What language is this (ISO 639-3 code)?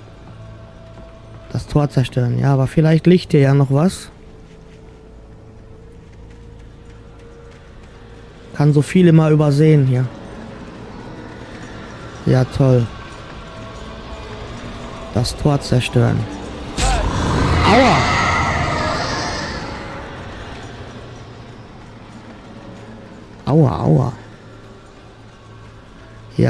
deu